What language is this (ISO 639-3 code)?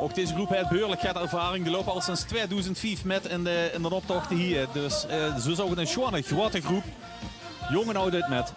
lim